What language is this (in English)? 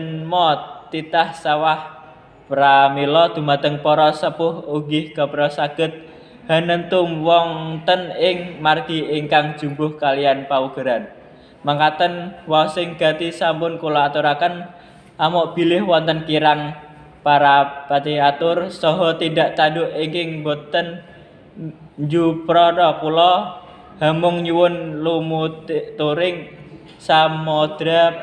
Javanese